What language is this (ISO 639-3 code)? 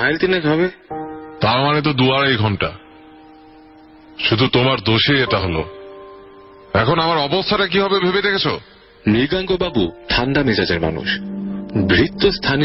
ben